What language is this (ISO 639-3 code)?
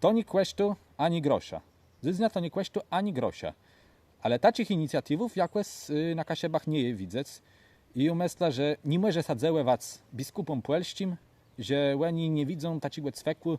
csb